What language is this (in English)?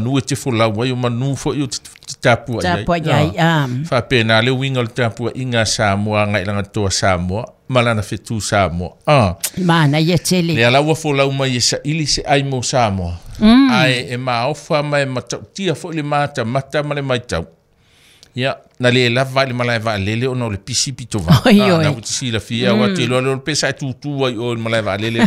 Samoan